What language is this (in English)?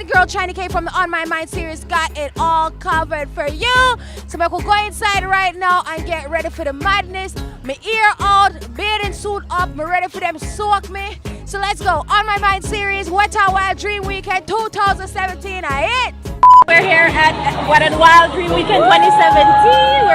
Jamaican Creole English